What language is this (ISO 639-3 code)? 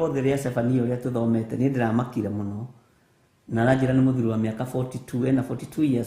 kik